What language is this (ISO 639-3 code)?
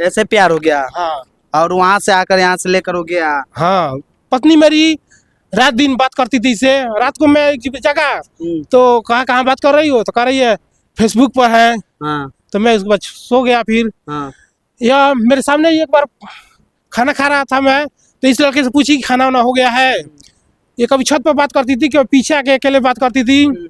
bho